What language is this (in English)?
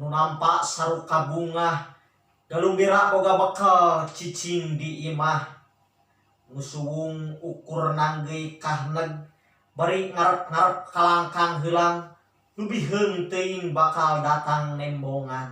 Sundanese